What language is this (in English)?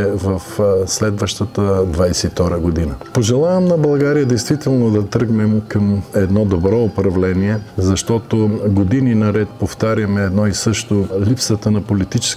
Bulgarian